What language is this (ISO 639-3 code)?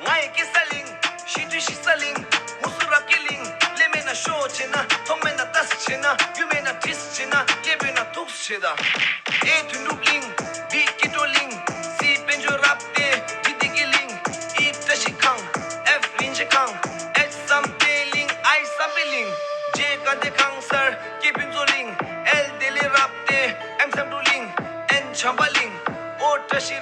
bod